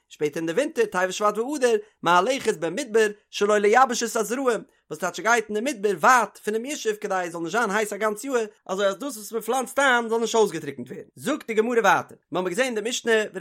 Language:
Yiddish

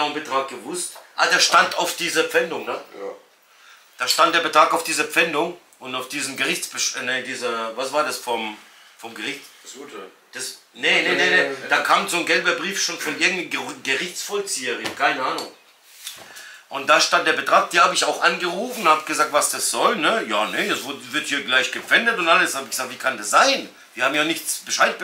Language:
German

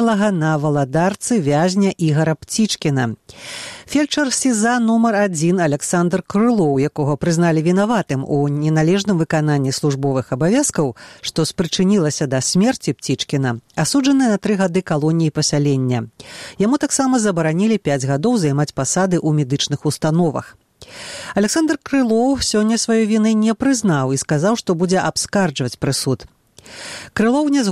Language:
Belarusian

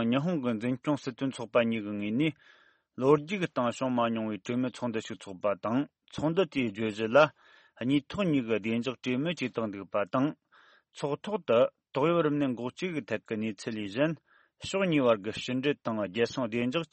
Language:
Tibetan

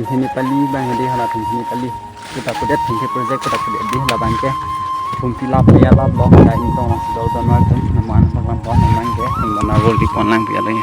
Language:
Karbi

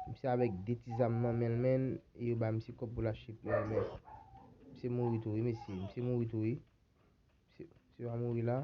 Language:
Haitian Creole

